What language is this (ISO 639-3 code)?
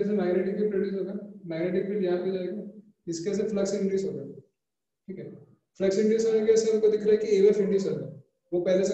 hin